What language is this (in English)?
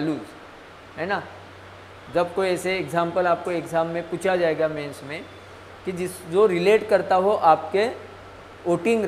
Hindi